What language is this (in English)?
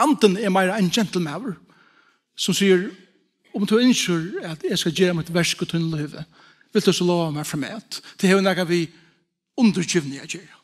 Faroese